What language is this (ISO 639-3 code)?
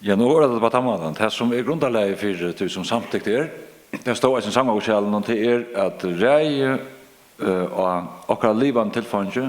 fao